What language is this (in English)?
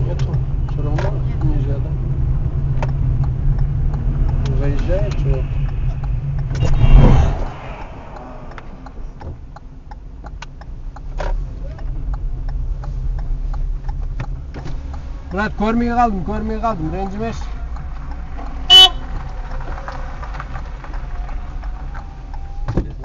Kazakh